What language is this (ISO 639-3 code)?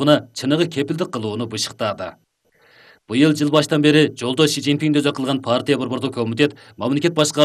kir